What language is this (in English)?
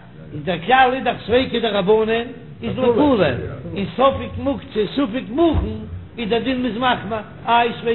Yiddish